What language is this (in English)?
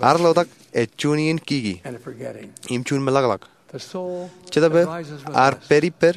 Marshallese